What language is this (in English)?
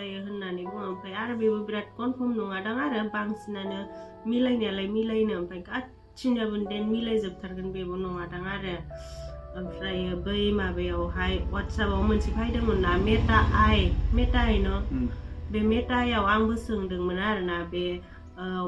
Bodo